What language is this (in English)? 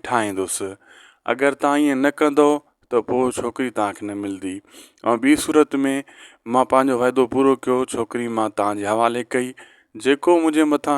Sindhi